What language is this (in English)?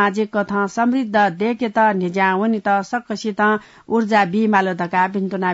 Newari